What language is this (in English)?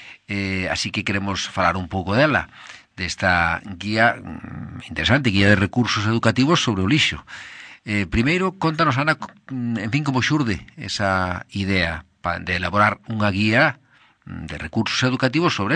Galician